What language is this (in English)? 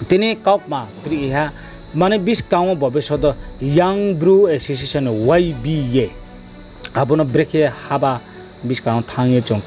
Riang (India)